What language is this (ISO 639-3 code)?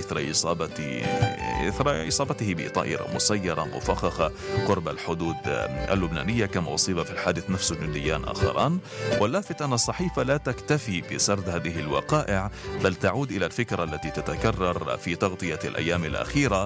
ara